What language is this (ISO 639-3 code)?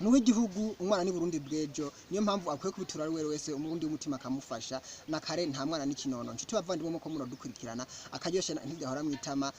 run